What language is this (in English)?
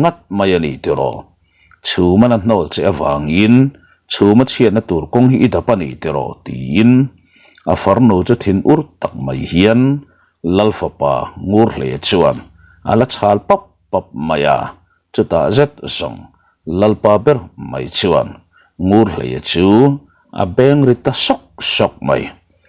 Mizo